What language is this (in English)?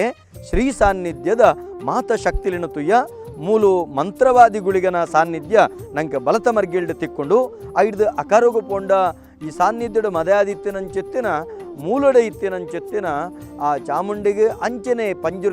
Tulu